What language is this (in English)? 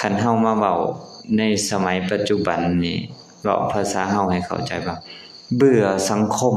Lao